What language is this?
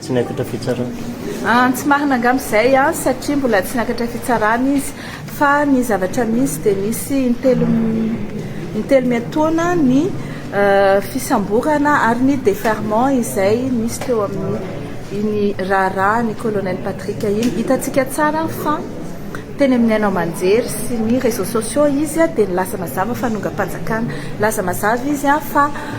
Malagasy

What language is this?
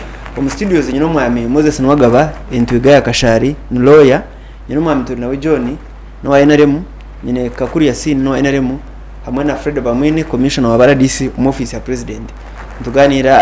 Nyankole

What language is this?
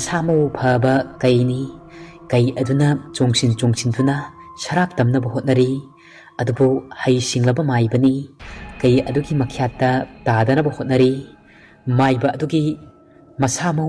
Manipuri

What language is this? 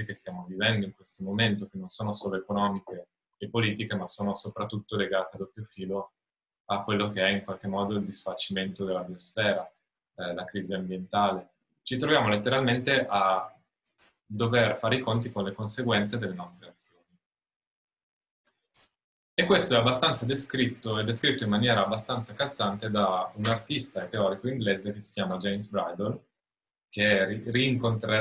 Italian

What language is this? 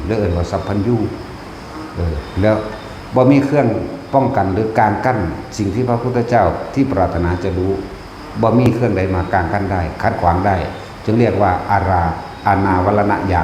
Northeastern Thai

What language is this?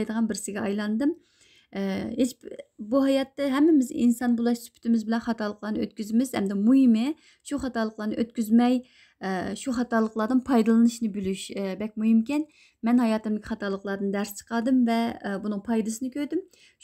Uyghur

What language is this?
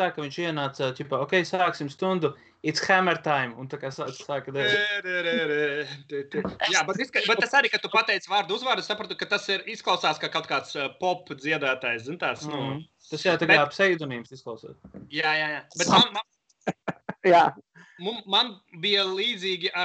Latvian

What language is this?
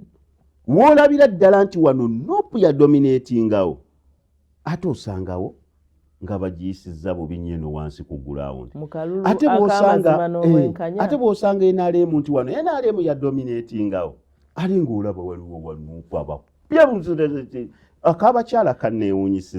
Ganda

